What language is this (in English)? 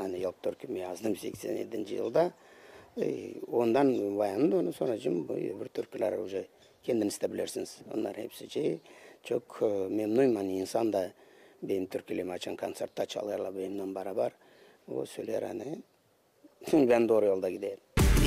Gagauz